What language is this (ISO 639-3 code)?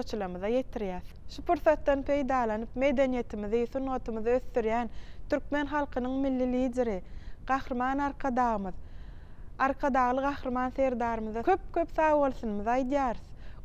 tuk